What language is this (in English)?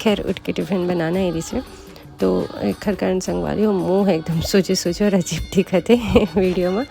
Chhattisgarhi